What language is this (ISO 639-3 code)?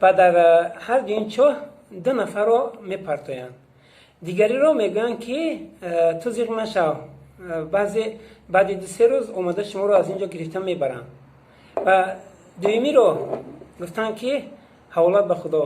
tgk